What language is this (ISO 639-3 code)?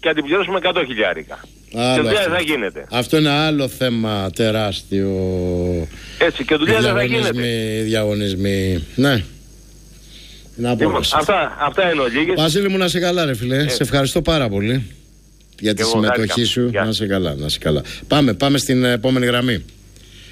ell